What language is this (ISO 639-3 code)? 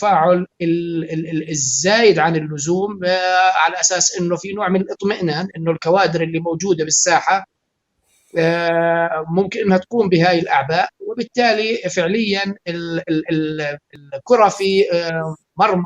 apc